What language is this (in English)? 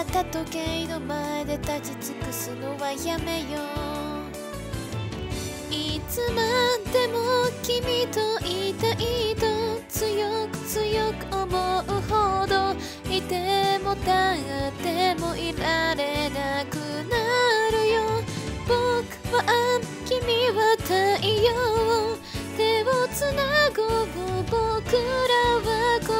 Japanese